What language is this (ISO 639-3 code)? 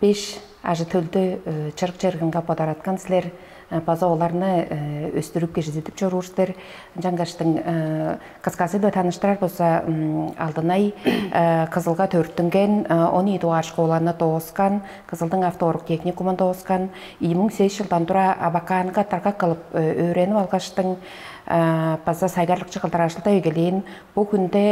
tyv